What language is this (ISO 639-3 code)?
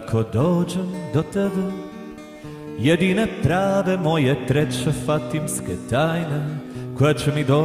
hrv